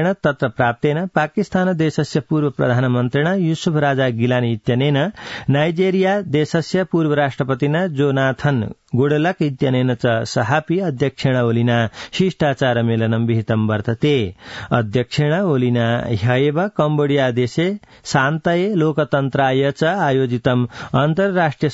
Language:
Sanskrit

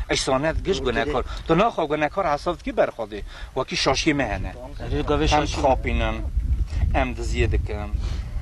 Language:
Kurdish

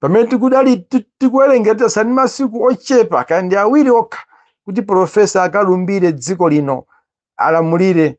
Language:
Nyanja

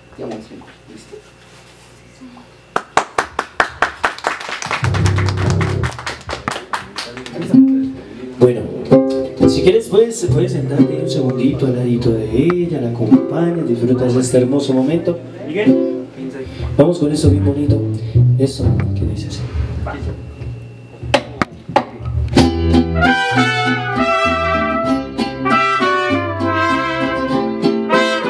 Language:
Spanish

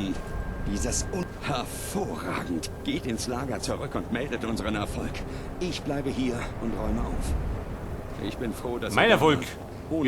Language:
Bavarian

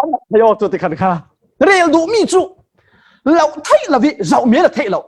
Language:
Falam Chin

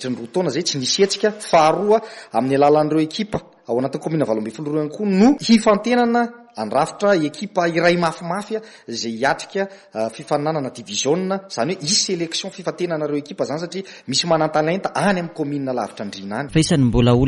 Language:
Malagasy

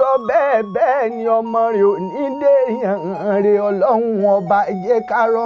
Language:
Yoruba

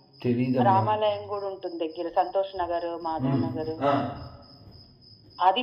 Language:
Telugu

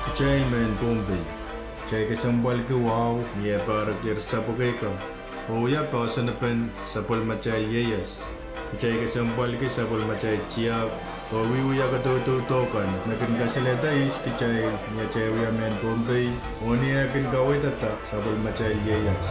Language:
Pohnpeian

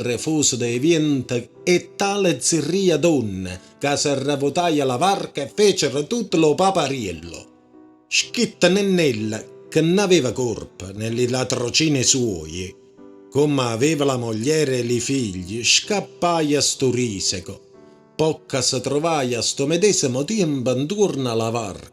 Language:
Neapolitan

